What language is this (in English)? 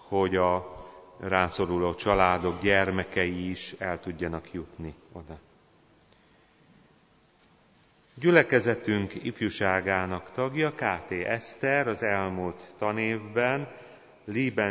Hungarian